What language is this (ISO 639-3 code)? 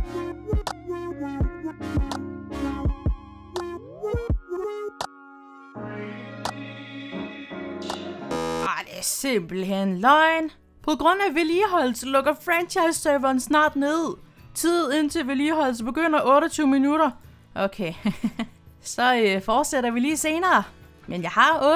dan